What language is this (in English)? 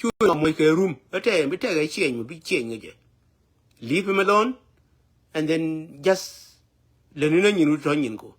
Nuer